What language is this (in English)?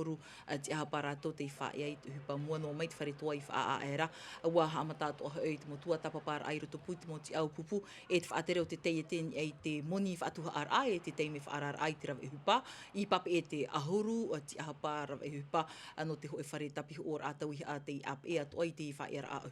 Tahitian